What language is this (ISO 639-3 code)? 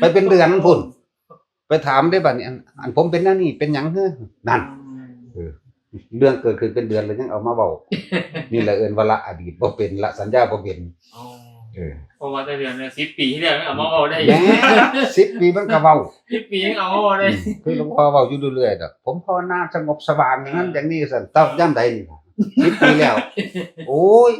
tts